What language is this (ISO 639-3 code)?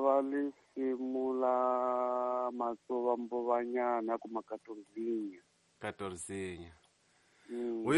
tso